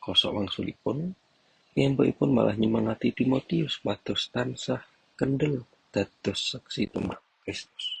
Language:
Javanese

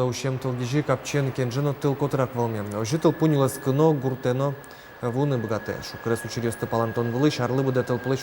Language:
Udmurt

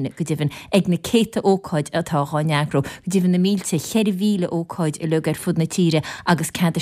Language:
Irish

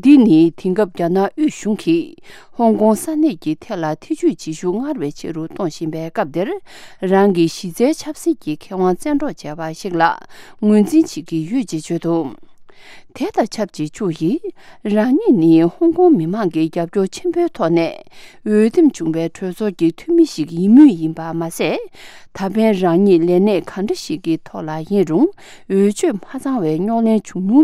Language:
Tibetan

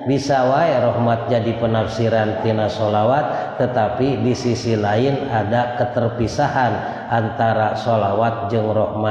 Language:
Sundanese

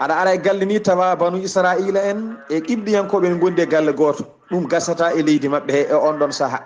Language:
Fula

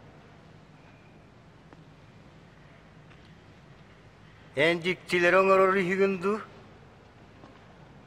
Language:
Yakut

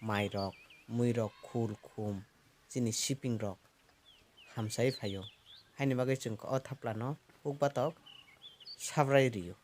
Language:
Kok Borok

